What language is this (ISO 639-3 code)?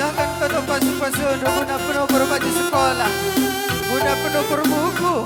btx